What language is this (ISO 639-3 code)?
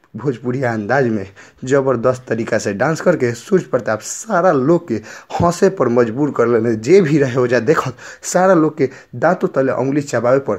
bho